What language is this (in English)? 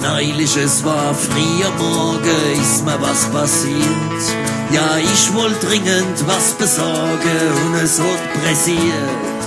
Palatine German